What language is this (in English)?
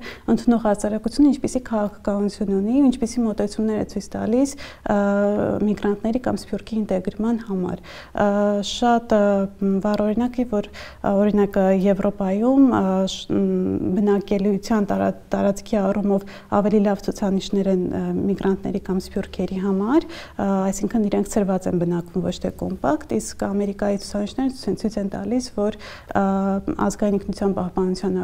Armenian